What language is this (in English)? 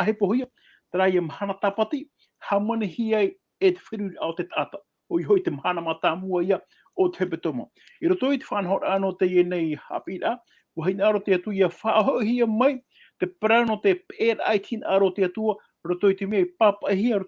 Tahitian